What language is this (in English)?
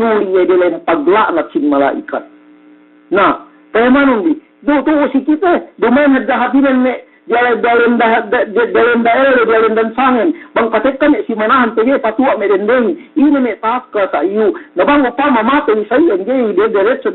Yakan